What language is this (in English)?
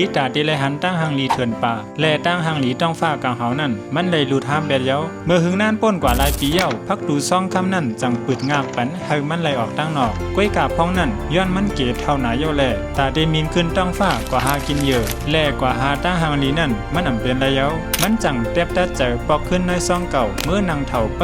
Shan